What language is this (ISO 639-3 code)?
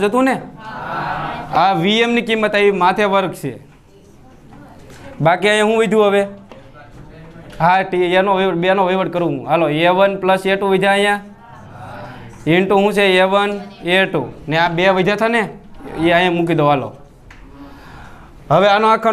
guj